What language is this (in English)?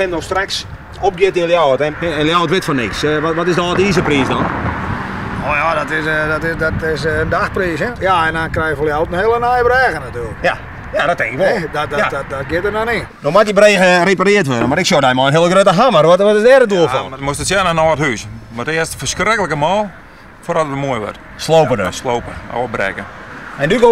Western Frisian